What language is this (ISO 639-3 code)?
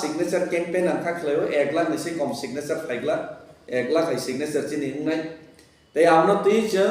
trp